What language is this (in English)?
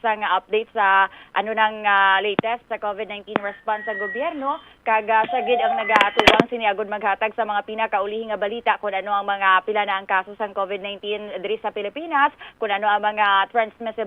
Hiligaynon